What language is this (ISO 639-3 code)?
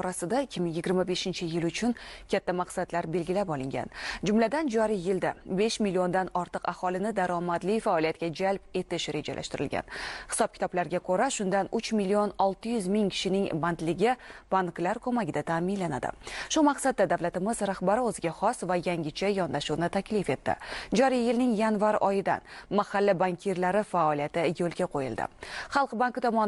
uzb